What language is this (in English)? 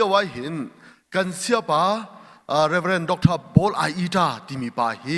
Hakha Chin